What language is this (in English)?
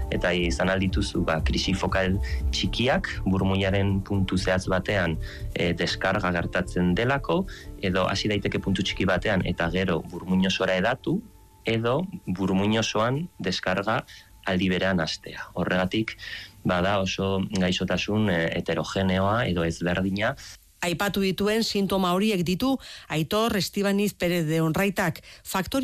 Basque